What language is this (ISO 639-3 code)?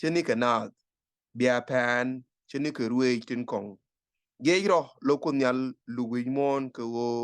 nus